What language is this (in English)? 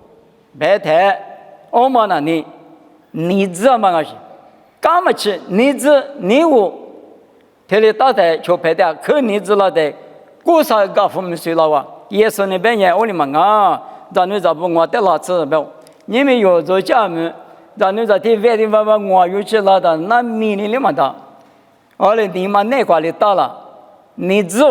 Lisu